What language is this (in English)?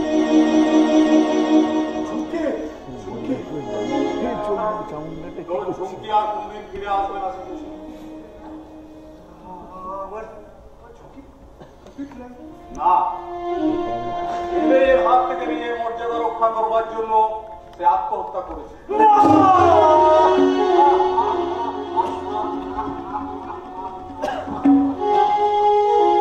Bangla